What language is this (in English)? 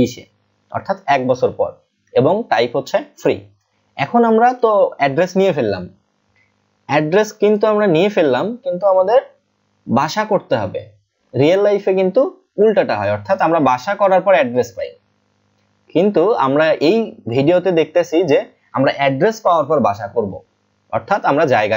Bangla